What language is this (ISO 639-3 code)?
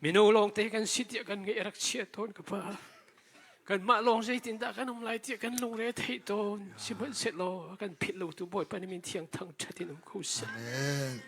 cnh